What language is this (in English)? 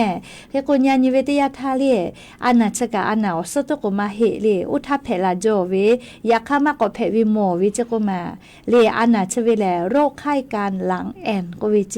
Lahu